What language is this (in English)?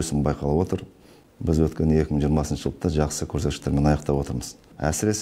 Kazakh